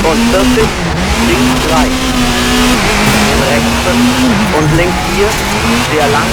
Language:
Bavarian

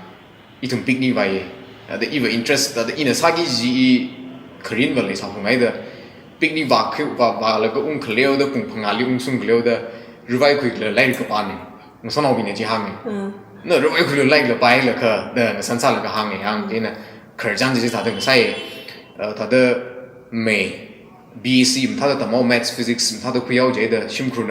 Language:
Tangkhul Naga (India)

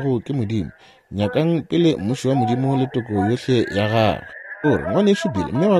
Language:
Northern Sotho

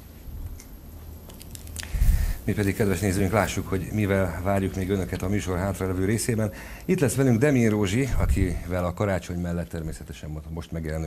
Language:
Hungarian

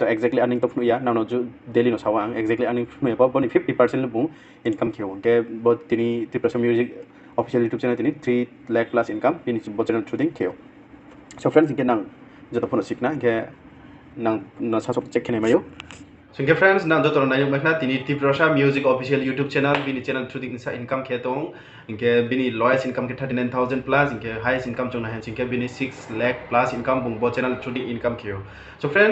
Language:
Riang (India)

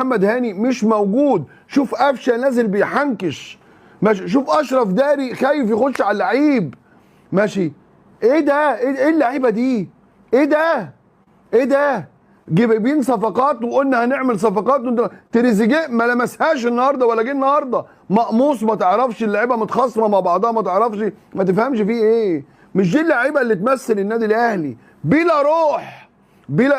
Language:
Egyptian Arabic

